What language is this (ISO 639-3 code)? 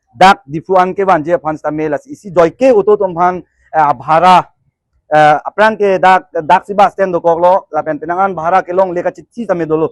mjw